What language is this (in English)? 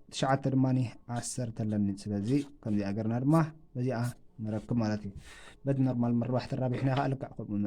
Tigrinya